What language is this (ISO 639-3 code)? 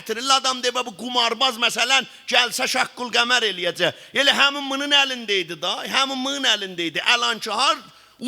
azb